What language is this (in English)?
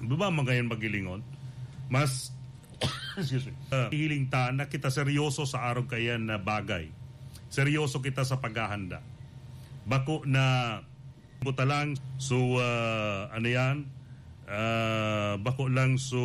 Bikol